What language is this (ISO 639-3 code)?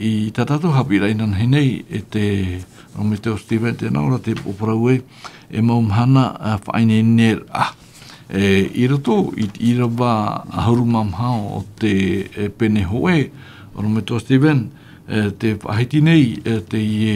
tah